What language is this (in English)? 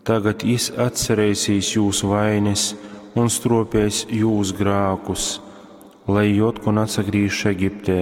Latgalian